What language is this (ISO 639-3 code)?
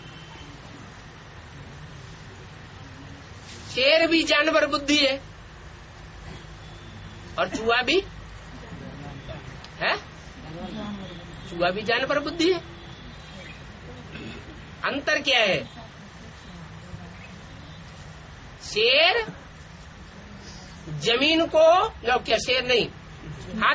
hin